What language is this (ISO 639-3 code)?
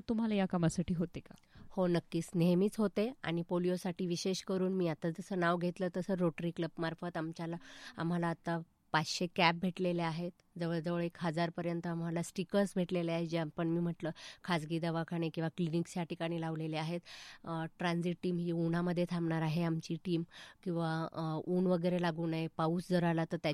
mar